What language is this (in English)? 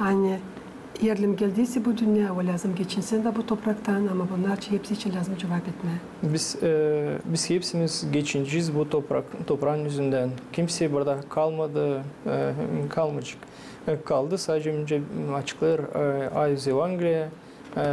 Gagauz